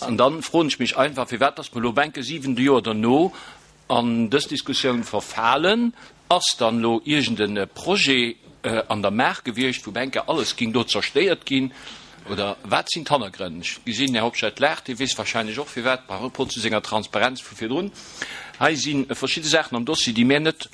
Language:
Luxembourgish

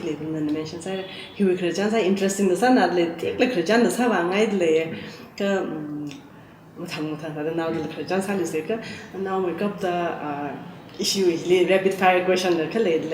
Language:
Tangkhul Naga (India)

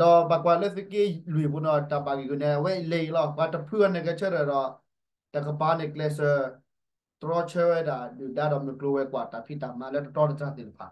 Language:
S'gaw Karen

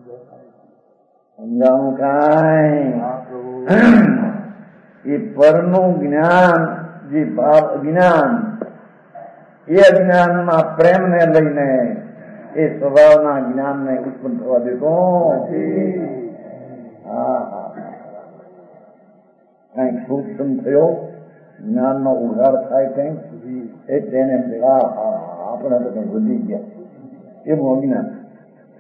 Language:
Gujarati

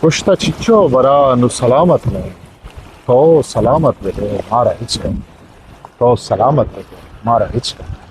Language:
Eastern Balochi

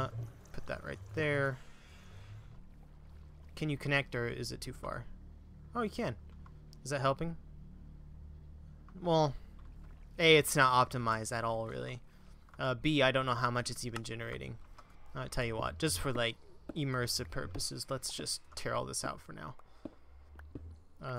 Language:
English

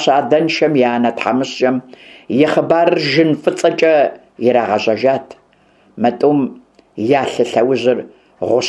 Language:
Kabardian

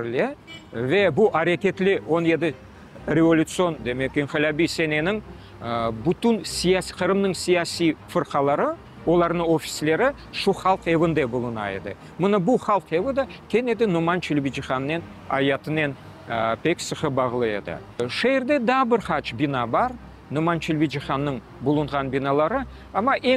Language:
Crimean Tatar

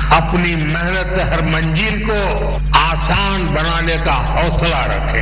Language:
Hindi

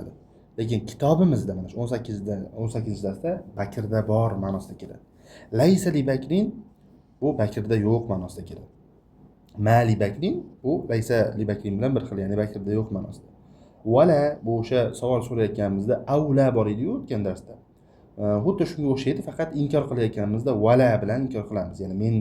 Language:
Uzbek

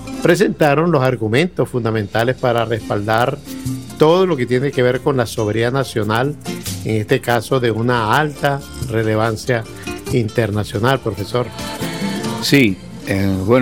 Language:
Spanish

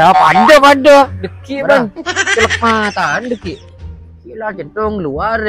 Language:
Madurese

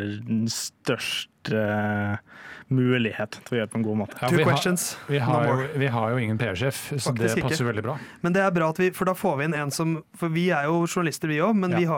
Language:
Norwegian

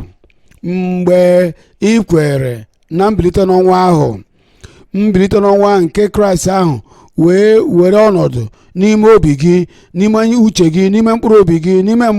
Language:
Igbo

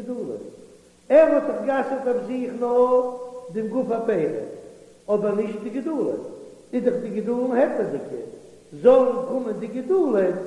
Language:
Yiddish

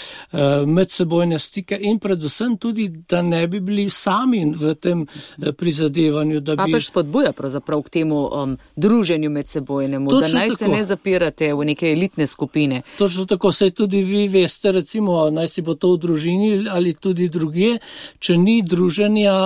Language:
Slovenian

